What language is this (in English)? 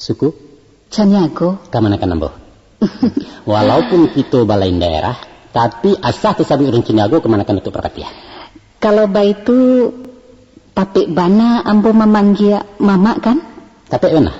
Minangkabau